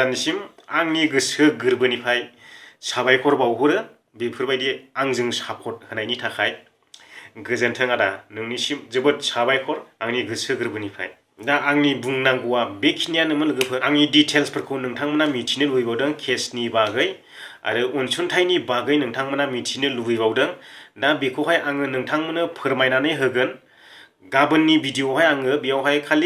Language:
Bodo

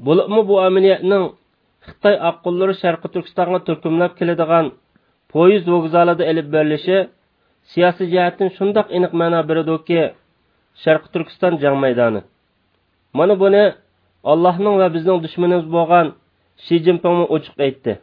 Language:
Uyghur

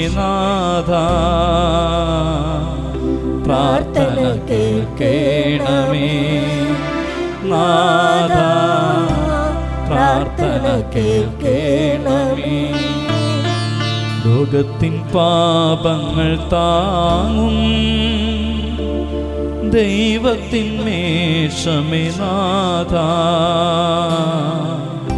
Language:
Malayalam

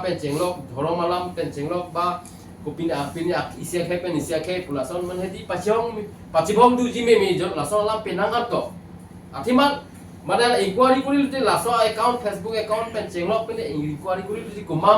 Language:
Karbi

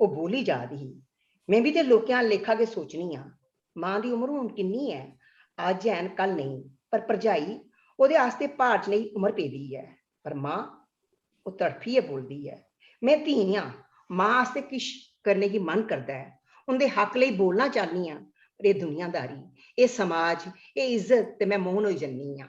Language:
Dogri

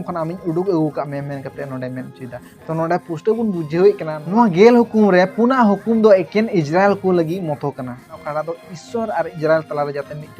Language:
Santali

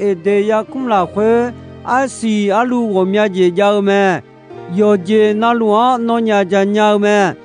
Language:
Akha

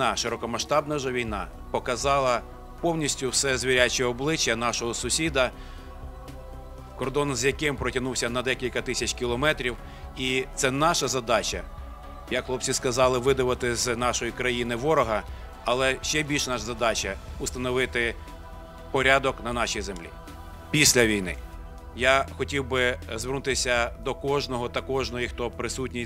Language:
Ukrainian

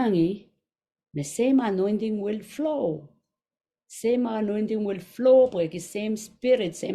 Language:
Pohnpeian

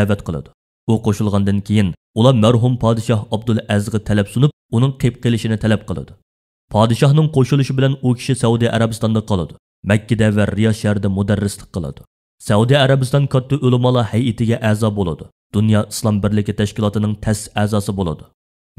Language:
Uyghur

